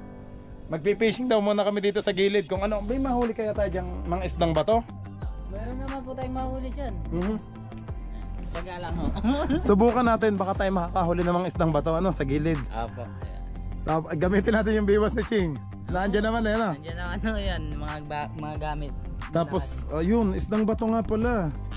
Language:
Filipino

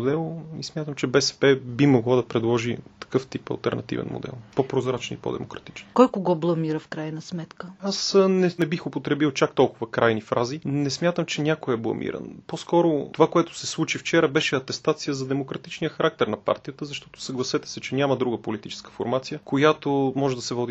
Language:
Bulgarian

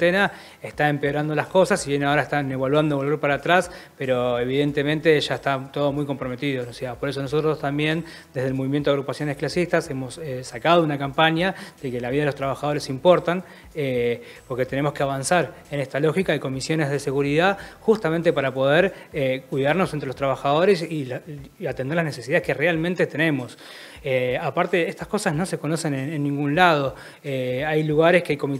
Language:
Spanish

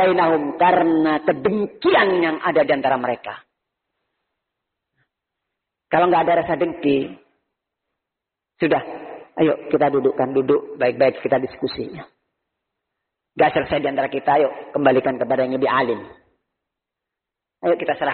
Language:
Indonesian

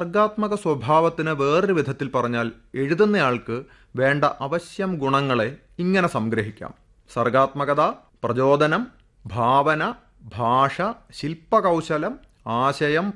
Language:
Malayalam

